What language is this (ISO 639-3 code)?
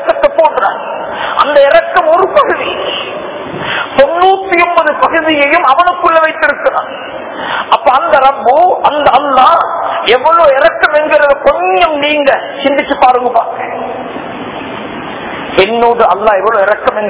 tam